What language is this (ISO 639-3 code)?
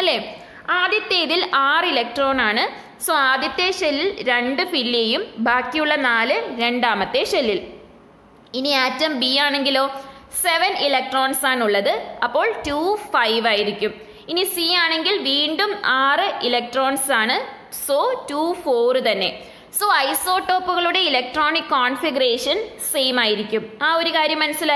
mal